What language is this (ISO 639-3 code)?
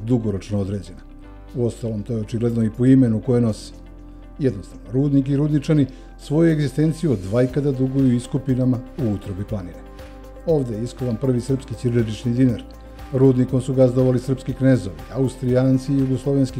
srp